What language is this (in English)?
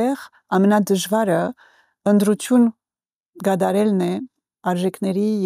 Armenian